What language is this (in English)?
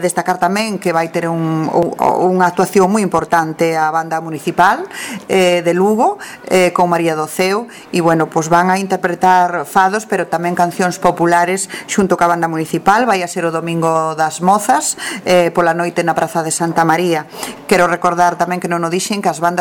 Galician